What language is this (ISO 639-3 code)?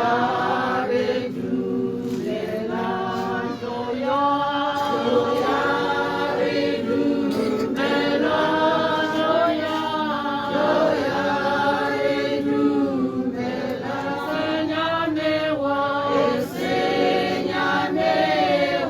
tsn